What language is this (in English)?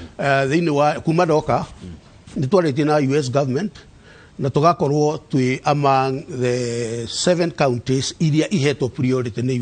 Kikuyu